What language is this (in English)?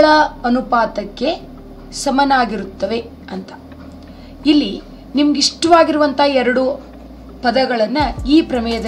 Kannada